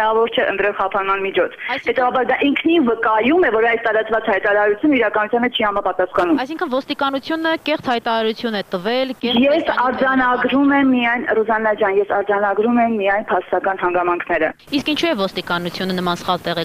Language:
Armenian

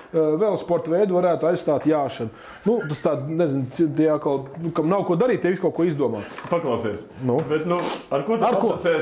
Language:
Latvian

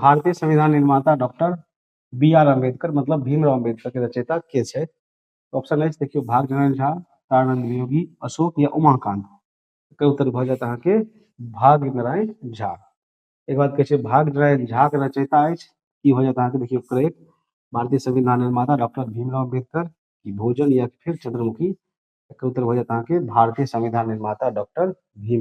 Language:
Maithili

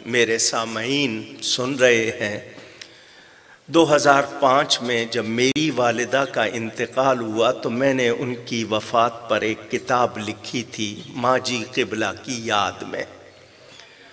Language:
Urdu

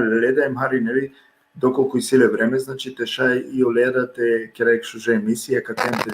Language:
Balkan Romani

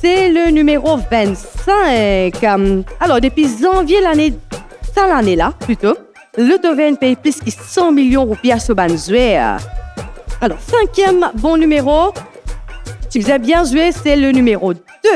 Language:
Morisyen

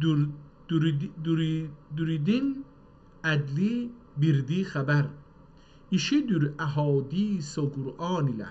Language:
South Azerbaijani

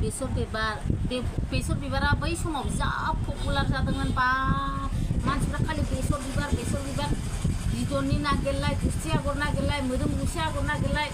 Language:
Bodo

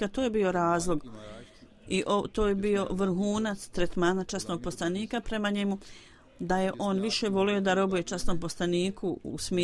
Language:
Bosnian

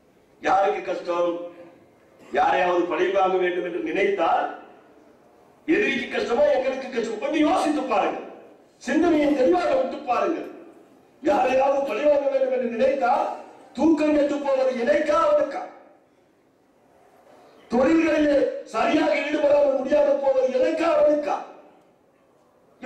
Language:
Tamil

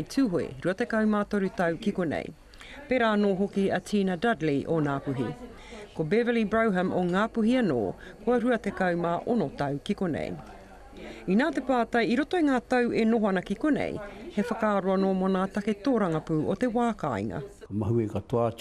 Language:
Māori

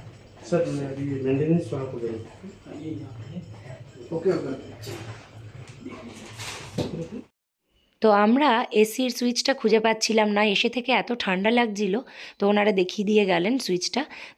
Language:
Bangla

